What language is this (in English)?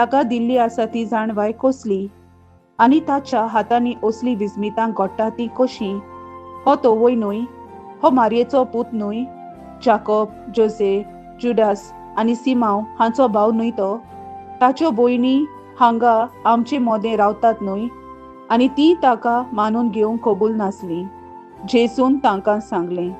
Konkani